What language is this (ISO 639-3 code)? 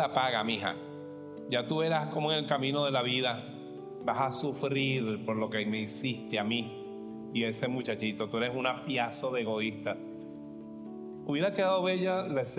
spa